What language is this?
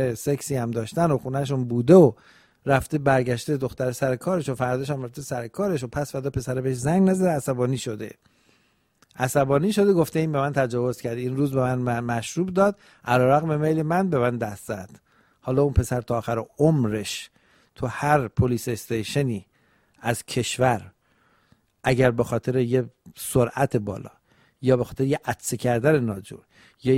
Persian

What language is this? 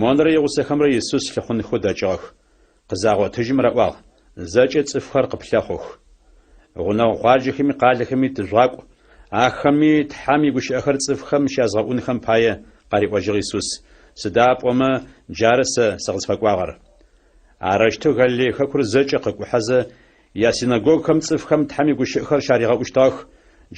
Adyghe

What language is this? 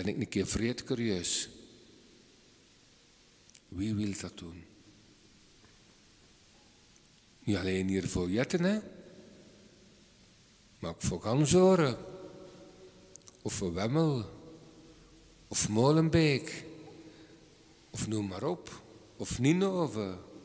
Dutch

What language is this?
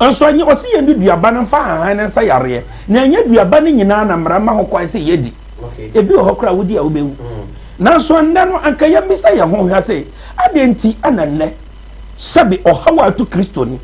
Akan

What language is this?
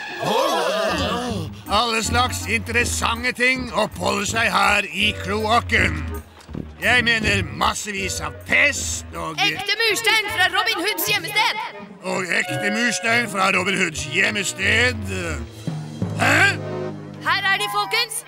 Norwegian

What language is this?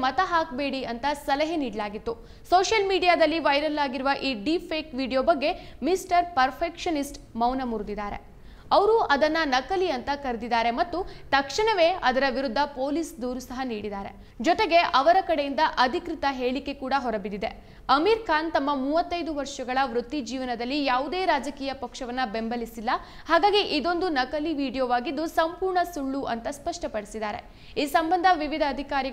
Kannada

